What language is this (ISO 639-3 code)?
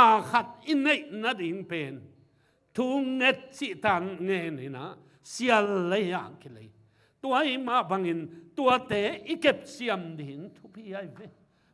ctd